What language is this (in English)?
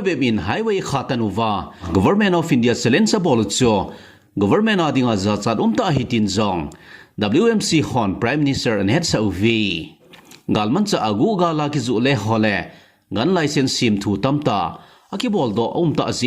Thado Chin